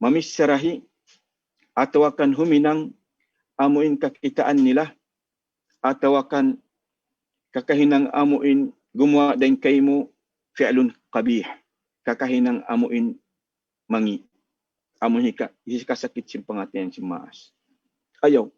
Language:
Tausug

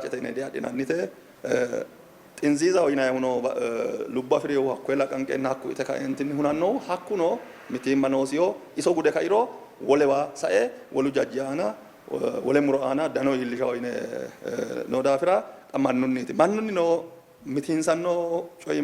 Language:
Sidamo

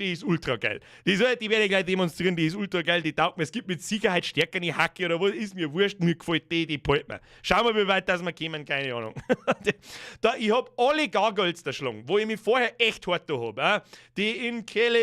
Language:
Bavarian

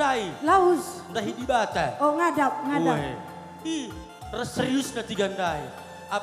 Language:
Batak Karo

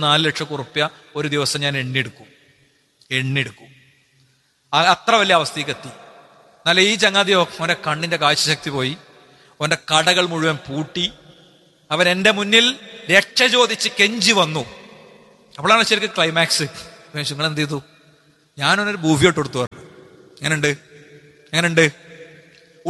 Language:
Malayalam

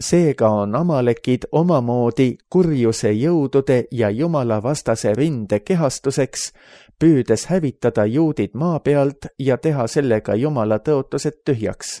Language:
Estonian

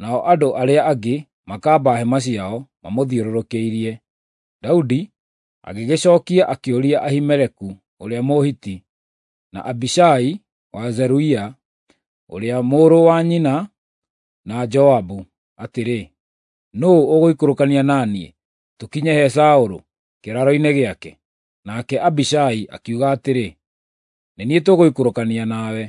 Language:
Kikuyu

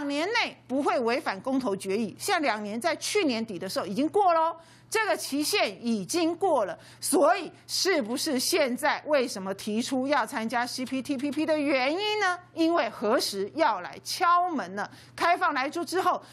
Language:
Chinese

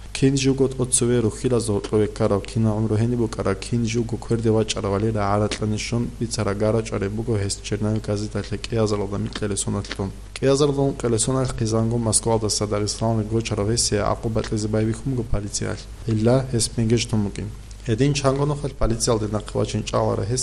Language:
Avaric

